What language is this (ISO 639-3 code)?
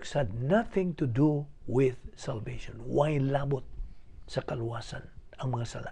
ceb